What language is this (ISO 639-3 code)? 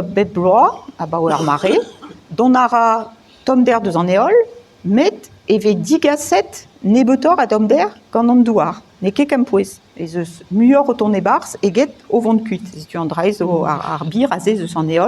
bre